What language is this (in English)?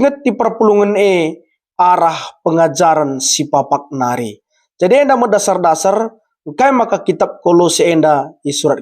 Batak Karo